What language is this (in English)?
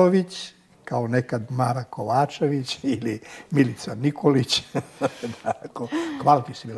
Serbian